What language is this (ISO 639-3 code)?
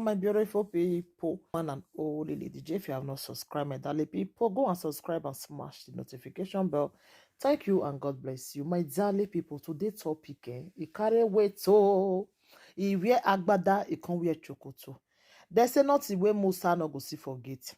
pcm